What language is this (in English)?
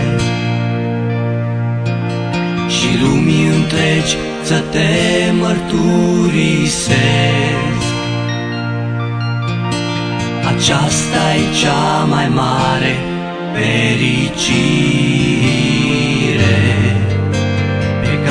Romanian